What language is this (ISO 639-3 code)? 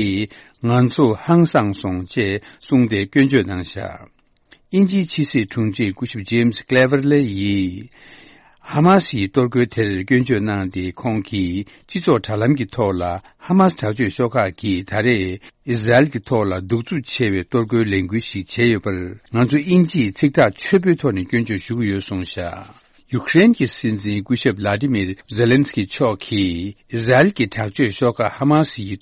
bod